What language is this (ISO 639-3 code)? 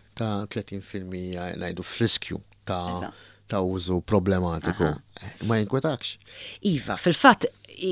mlt